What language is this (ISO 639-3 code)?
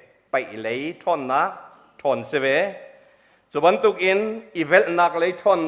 cnh